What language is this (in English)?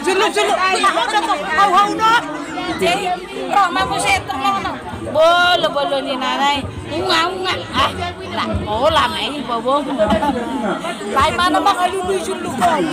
Batak Toba